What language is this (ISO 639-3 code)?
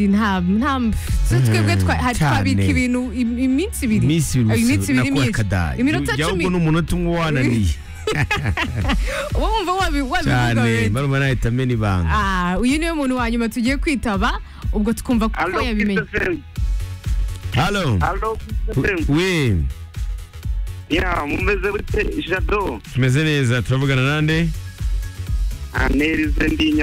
kin